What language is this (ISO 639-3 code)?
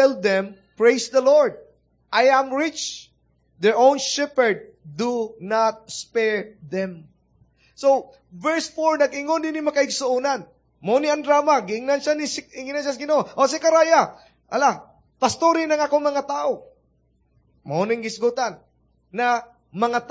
ceb